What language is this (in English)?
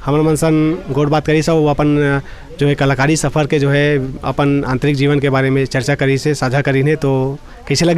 Chhattisgarhi